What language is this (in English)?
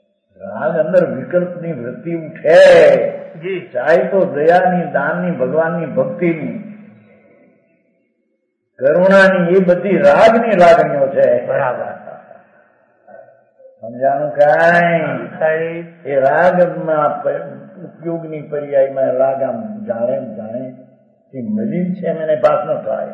Gujarati